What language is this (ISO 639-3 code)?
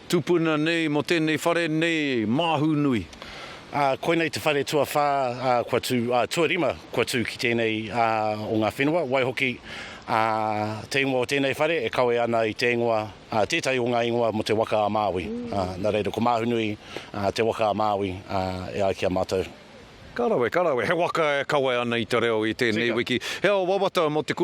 mri